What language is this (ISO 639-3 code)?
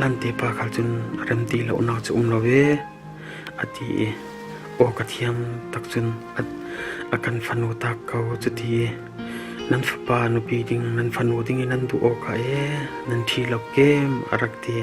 cfm